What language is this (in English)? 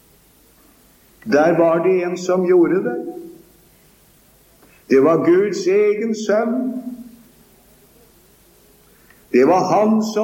Norwegian